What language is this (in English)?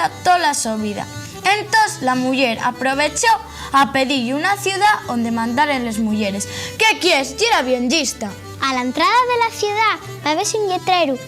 Asturian